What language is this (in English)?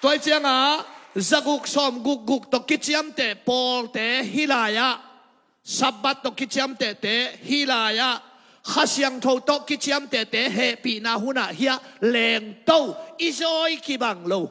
Tedim Chin